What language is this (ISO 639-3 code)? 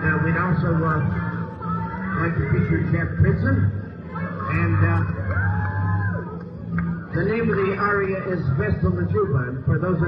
eng